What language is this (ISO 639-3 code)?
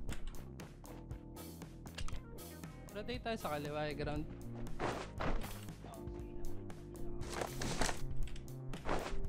fil